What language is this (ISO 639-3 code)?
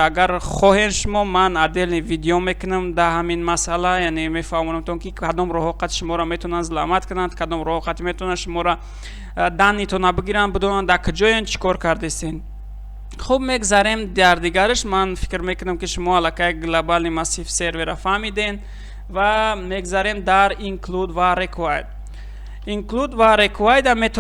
tgk